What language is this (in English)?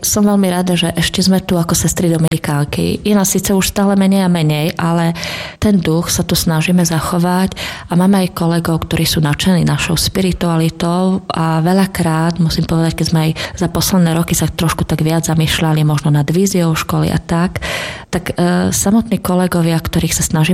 Slovak